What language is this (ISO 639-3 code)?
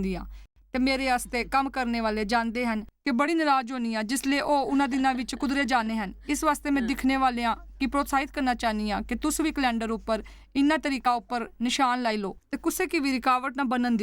doi